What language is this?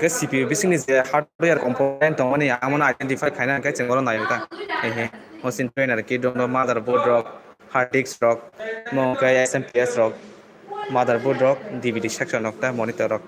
Kok Borok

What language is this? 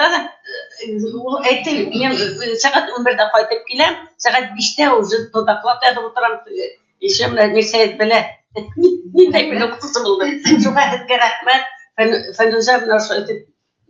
Bashkir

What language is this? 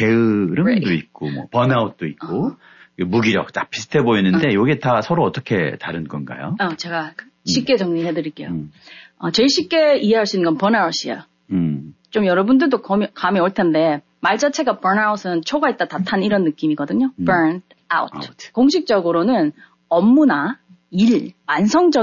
Korean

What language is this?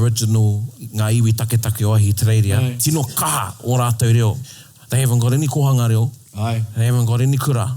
Māori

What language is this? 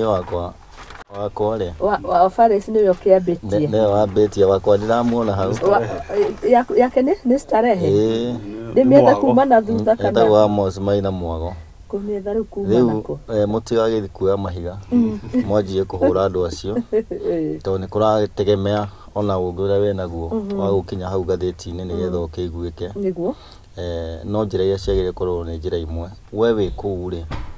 Kikuyu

